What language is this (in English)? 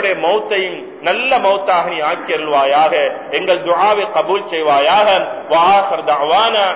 Tamil